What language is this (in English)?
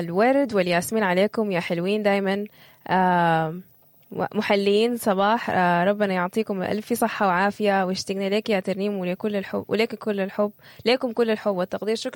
Sudanese Arabic